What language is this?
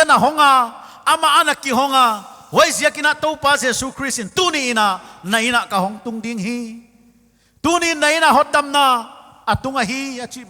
Paite Chin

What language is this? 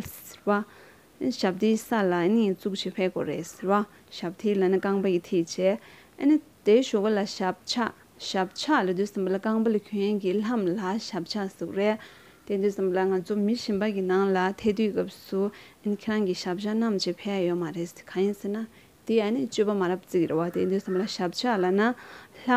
Tibetan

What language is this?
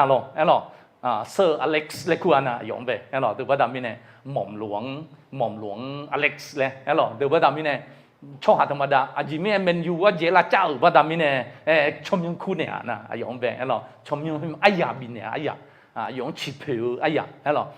Akha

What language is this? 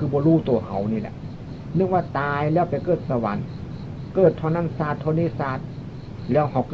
Northeastern Thai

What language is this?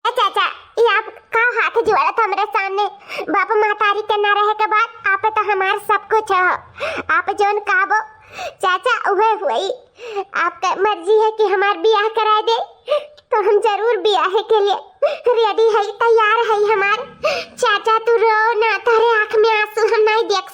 Awadhi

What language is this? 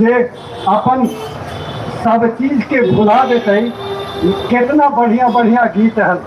Magahi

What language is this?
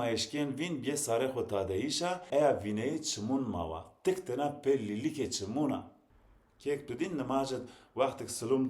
Zaza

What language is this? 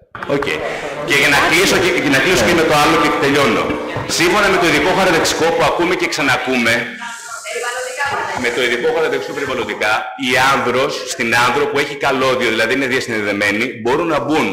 Greek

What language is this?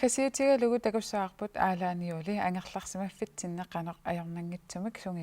Kalaallisut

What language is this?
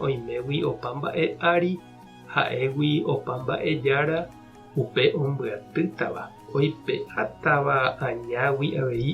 Guarani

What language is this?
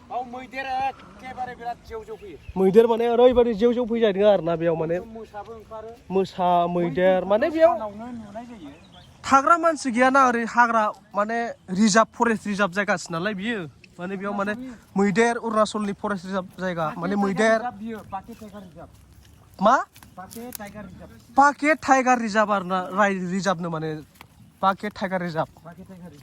Bodo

